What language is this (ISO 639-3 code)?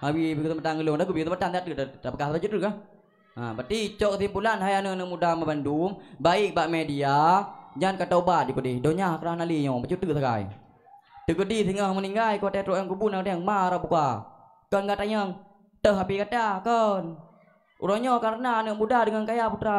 ace